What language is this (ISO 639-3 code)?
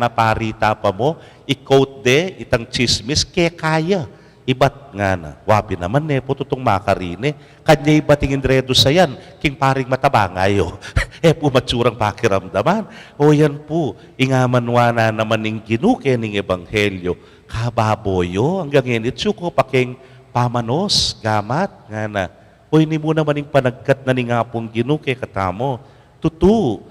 pam